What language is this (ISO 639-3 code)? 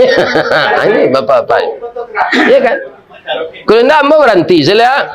min